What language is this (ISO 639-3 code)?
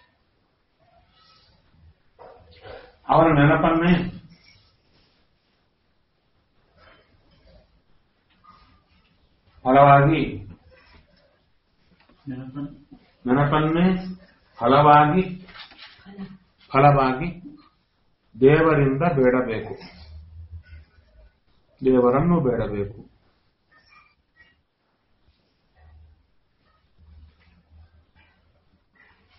kan